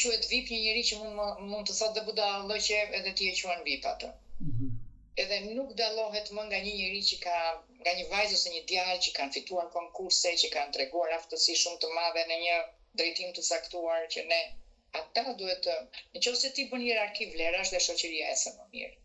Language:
Albanian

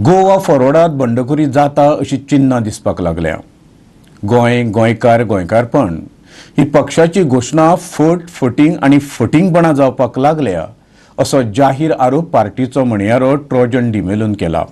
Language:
Konkani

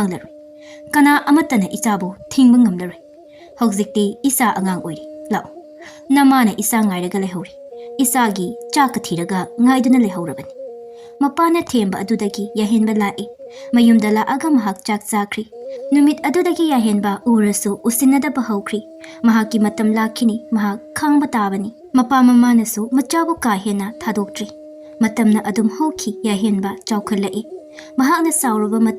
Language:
Manipuri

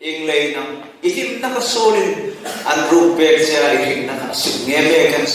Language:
Hmar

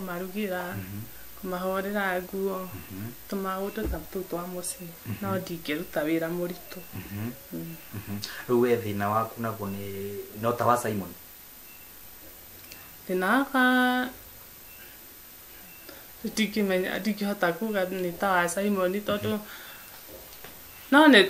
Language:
Kikuyu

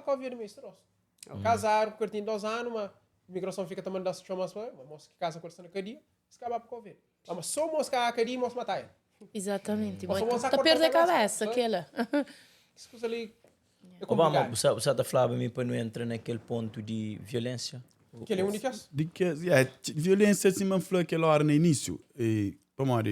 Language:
Kabuverdianu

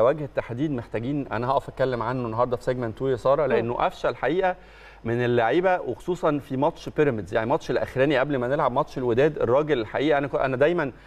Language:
Egyptian Arabic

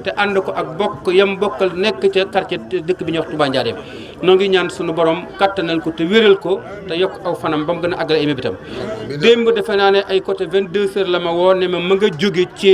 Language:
Wolof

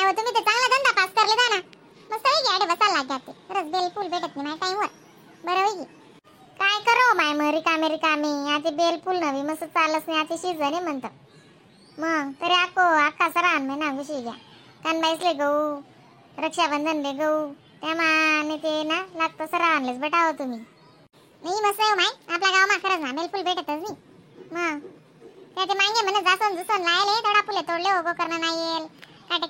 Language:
Khandesi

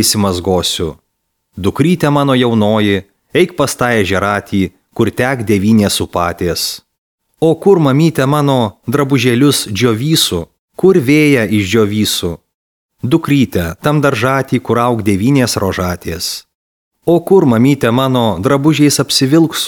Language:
Lithuanian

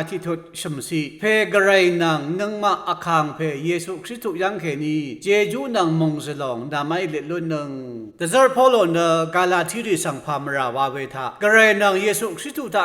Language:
Rawang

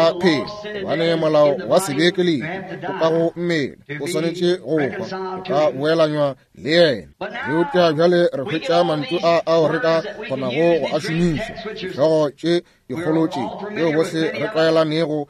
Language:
Northern Sotho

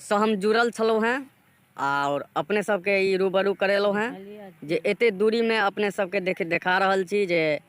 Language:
Maithili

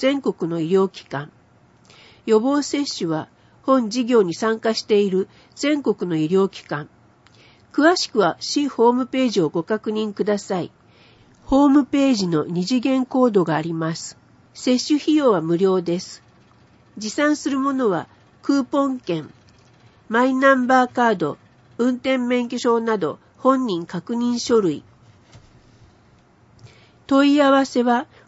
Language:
Japanese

